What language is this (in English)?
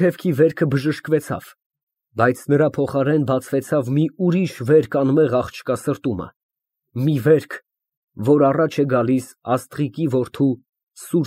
Armenian